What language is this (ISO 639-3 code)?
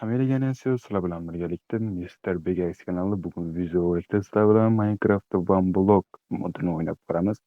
uzb